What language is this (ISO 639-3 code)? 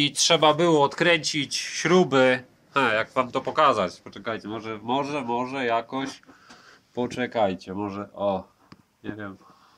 pol